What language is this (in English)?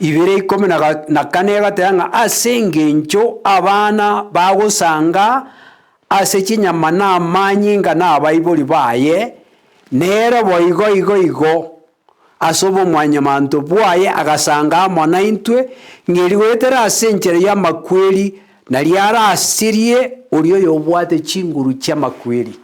Gusii